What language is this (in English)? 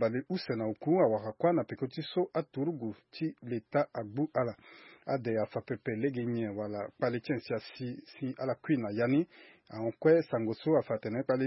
Sango